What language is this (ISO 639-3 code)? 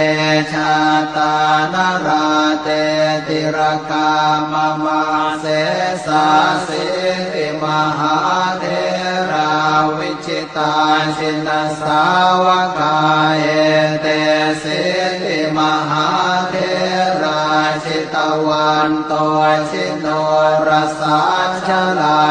pli